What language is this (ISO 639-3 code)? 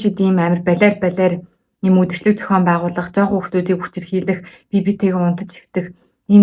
mon